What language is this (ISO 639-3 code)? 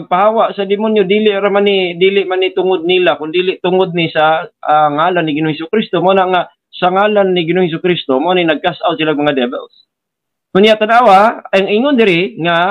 ceb